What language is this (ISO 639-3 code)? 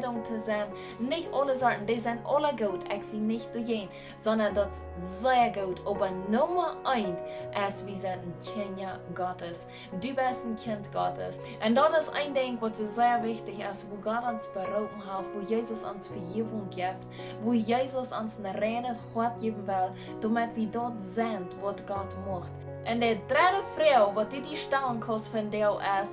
pdt